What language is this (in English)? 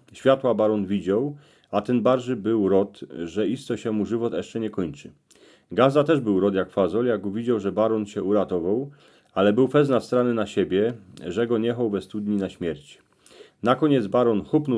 Silesian